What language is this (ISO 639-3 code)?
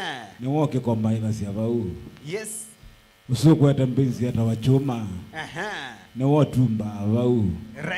kam